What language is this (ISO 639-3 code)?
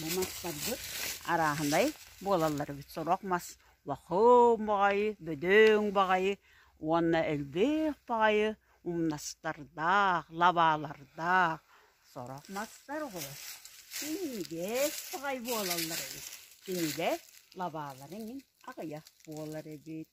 sah